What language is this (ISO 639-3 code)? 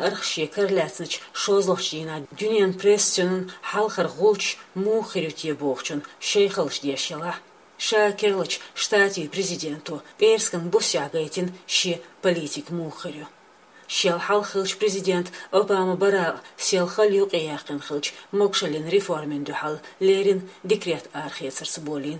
che